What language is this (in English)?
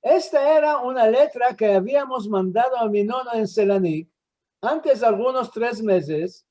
Ladino